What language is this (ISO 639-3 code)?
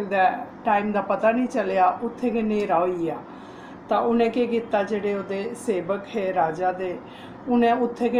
doi